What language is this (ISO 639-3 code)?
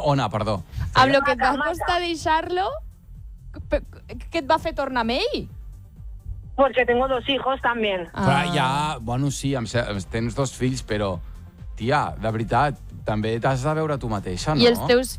cat